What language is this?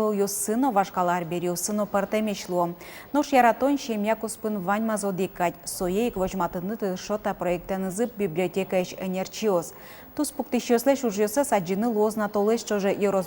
Udmurt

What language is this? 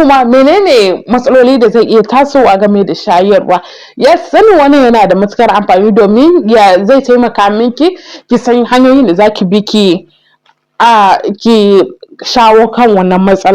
Hausa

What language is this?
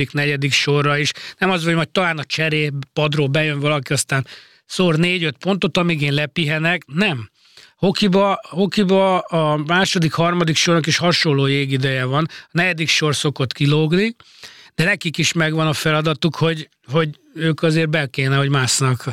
Hungarian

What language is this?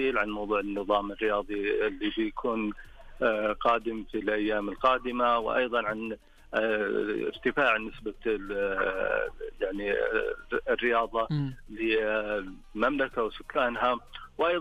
Najdi Arabic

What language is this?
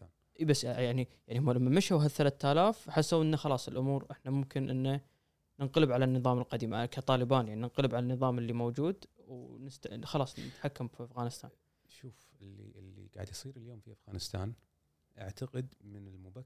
Gulf Arabic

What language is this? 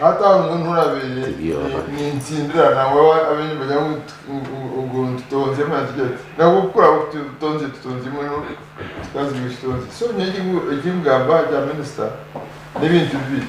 Nyankole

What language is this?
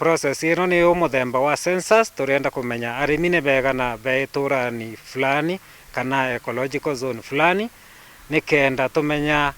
Meru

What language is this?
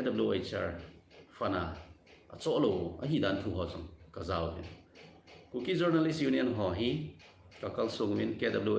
Thado Chin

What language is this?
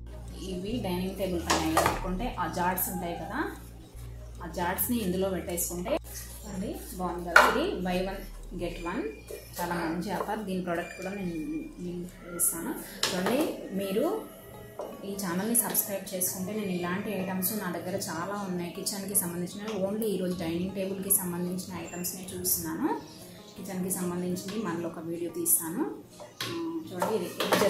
Telugu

